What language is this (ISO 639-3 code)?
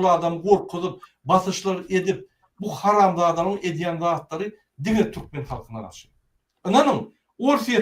tuk